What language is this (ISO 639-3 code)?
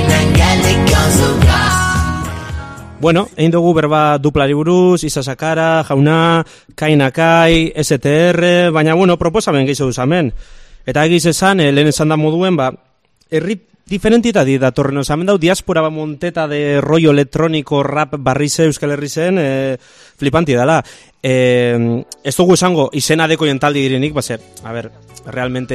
eus